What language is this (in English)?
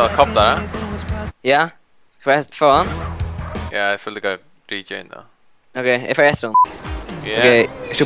Faroese